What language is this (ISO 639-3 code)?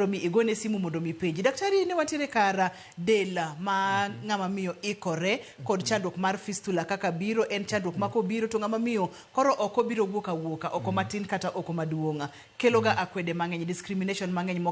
luo